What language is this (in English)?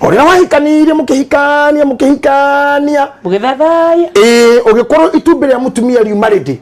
Kikuyu